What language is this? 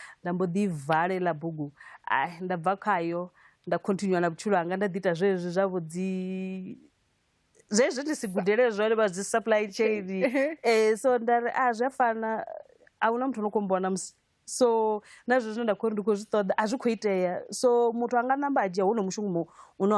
Venda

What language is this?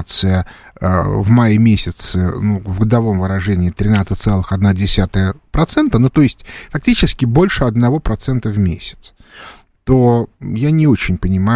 Russian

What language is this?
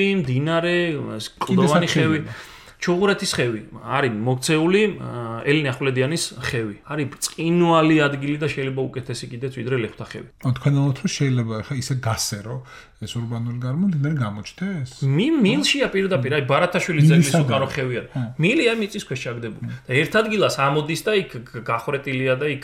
Georgian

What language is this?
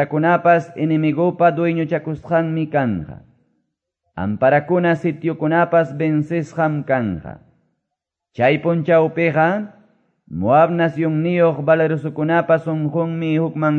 Quechua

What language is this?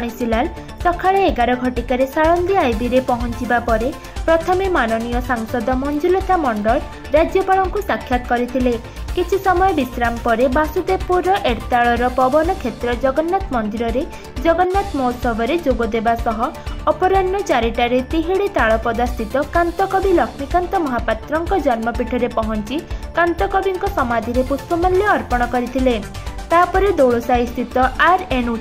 Odia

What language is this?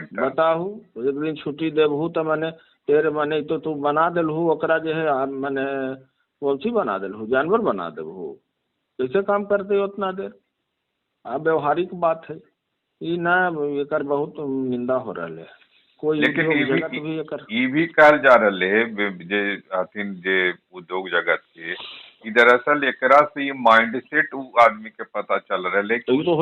Magahi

